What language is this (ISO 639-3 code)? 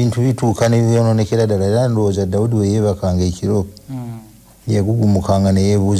lug